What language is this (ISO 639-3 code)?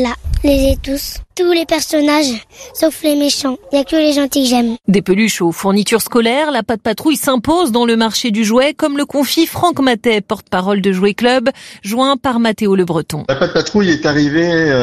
fra